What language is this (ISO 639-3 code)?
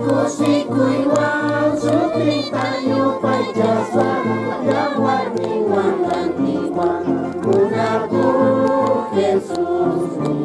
que